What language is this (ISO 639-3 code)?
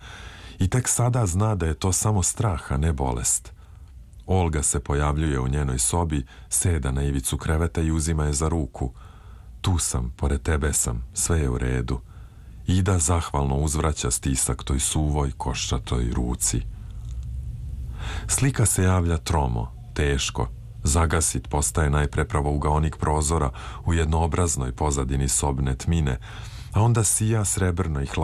srp